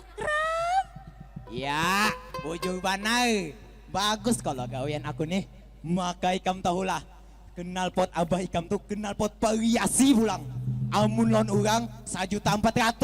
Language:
Banjar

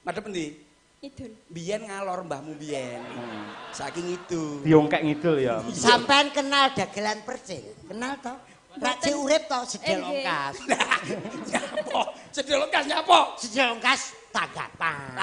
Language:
Javanese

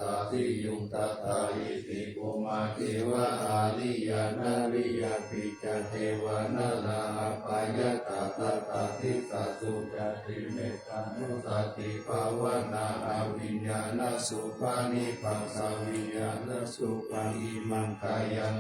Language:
Pali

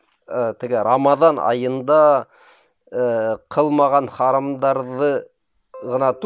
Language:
Bashkir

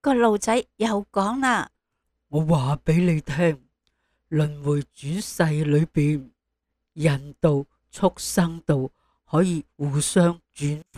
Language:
Cantonese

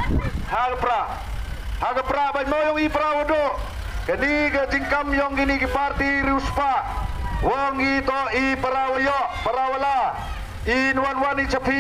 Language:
Khasi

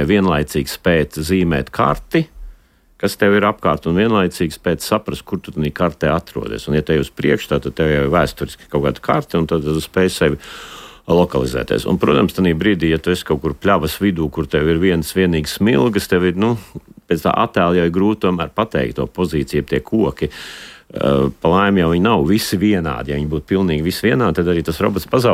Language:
Latvian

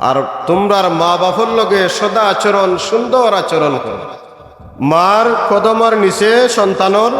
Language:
Sylheti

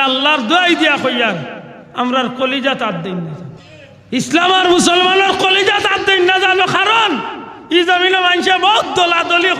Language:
Sylheti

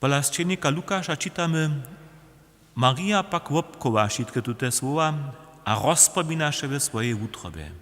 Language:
Upper Sorbian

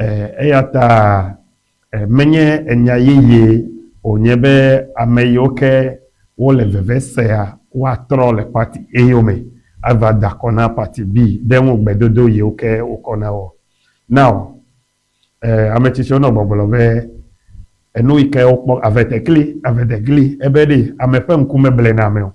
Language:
Ewe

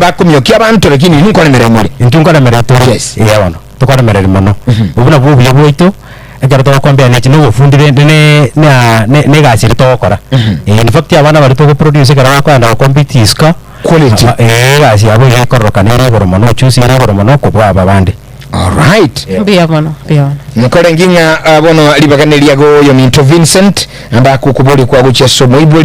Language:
Gusii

